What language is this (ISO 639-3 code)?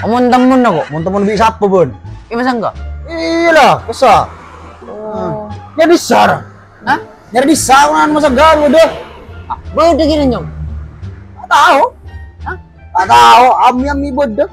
mad